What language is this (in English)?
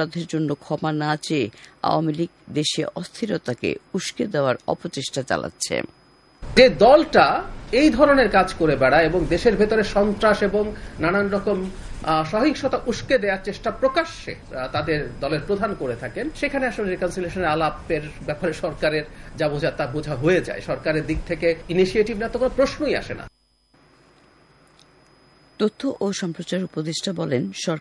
Bangla